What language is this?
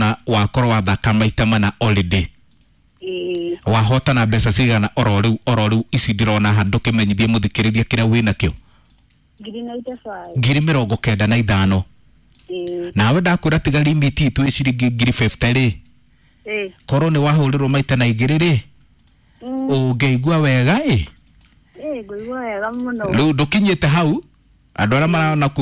Kikuyu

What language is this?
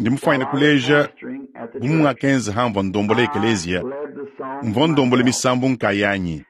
Luba-Lulua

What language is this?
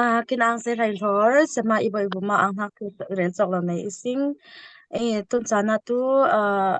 Falam Chin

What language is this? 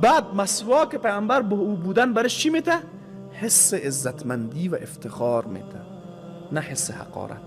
Persian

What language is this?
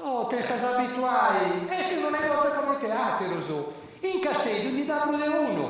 Sardinian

